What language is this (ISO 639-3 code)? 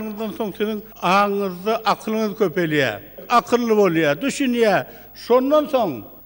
tuk